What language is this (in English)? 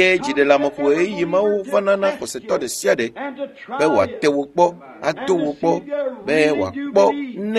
Ewe